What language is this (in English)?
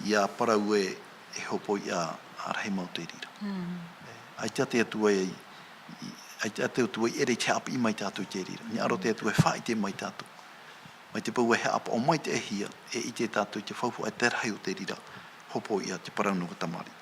Tahitian